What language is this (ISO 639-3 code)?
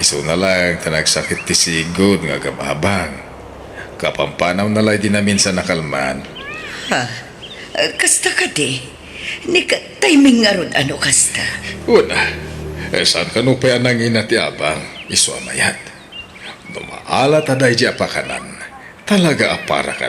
ilo